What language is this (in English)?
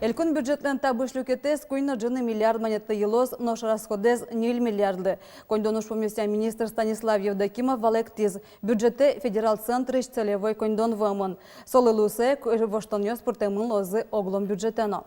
Udmurt